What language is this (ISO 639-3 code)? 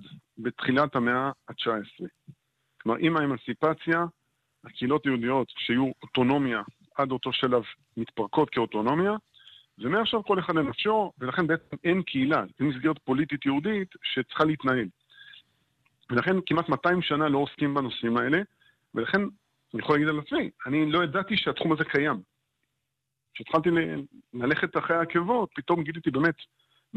heb